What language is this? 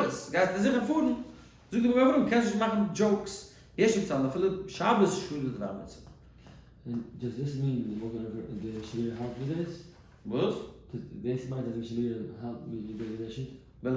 Yiddish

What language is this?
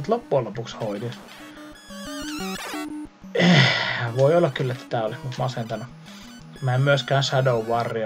Finnish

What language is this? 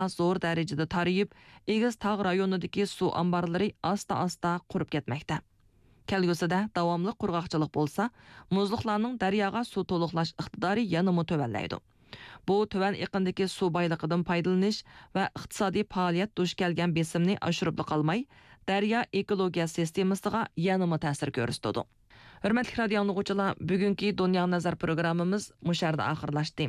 Uyghur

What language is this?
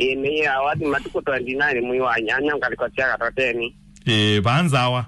Kamba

